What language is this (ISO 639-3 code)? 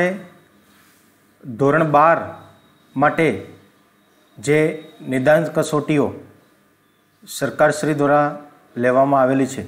guj